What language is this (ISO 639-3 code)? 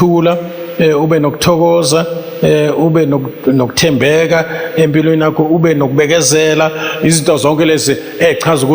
zul